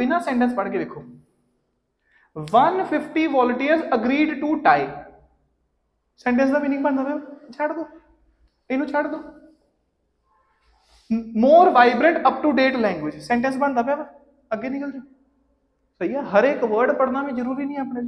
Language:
Punjabi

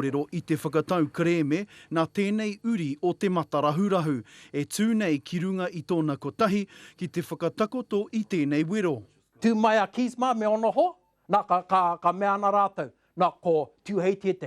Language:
Māori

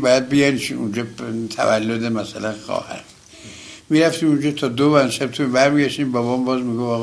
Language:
Persian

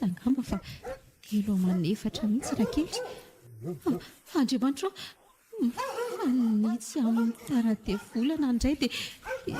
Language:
Malagasy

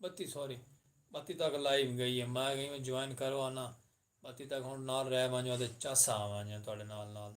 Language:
Saraiki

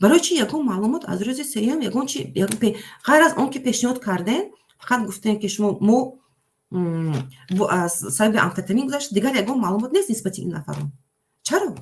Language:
Tajik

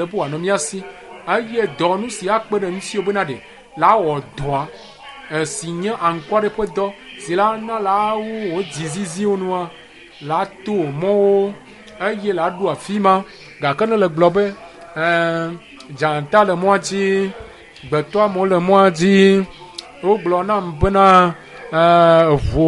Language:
Ewe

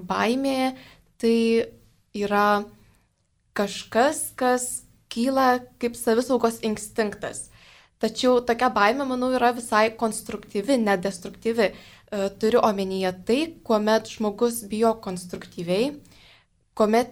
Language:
Lithuanian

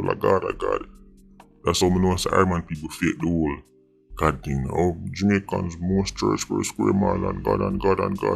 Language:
Jamaican Creole English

